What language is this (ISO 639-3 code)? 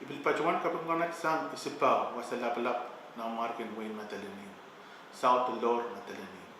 pon